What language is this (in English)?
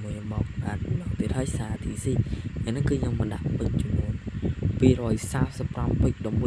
Khmer